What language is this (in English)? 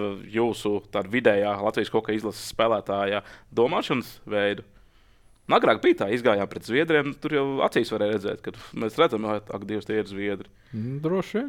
Latvian